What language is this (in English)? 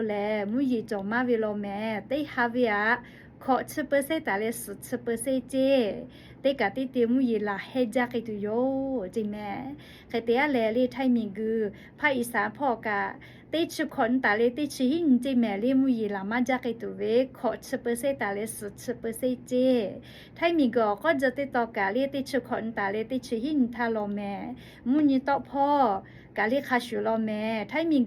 Lahu